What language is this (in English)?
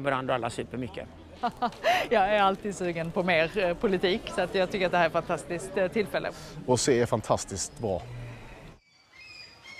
Swedish